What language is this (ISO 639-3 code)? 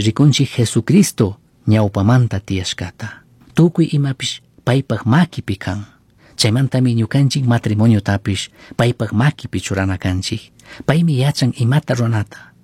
qug